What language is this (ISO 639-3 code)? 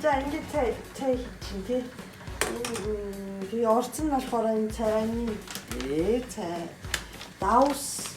mon